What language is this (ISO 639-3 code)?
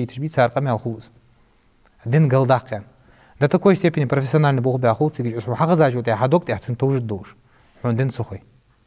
inh